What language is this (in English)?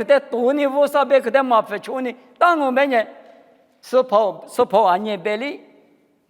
Lisu